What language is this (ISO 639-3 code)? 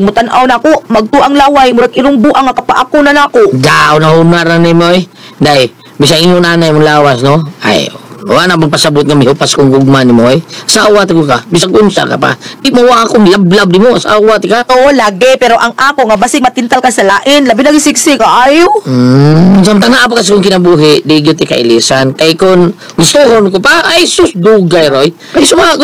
ceb